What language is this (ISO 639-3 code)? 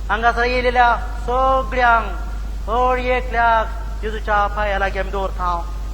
kok